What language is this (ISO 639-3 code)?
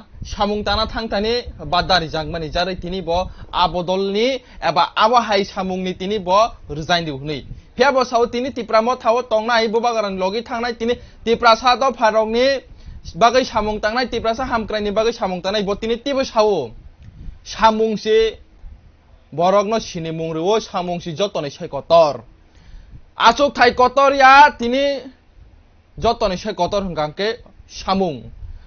trp